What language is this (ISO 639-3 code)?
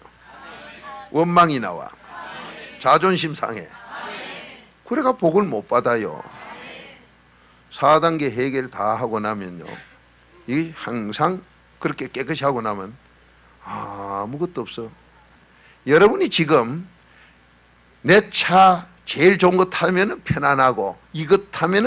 kor